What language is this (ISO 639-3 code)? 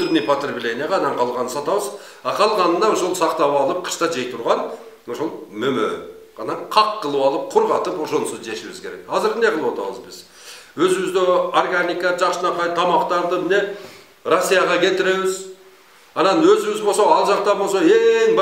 kir